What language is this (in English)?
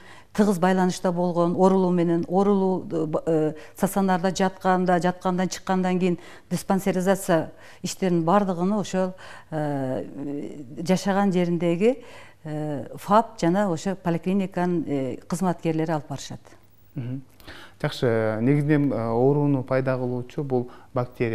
Kyrgyz